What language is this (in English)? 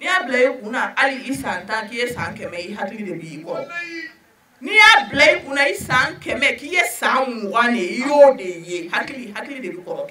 Bambara